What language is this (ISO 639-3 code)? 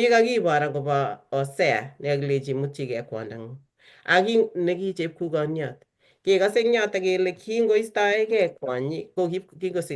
kln